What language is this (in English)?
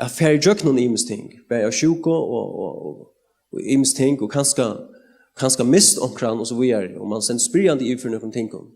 Faroese